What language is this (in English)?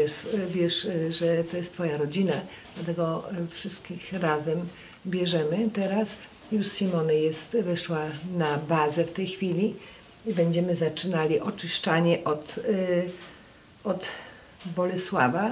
Polish